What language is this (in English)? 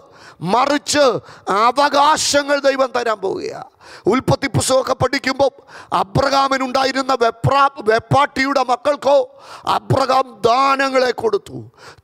Malayalam